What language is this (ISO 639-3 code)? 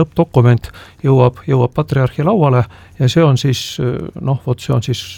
est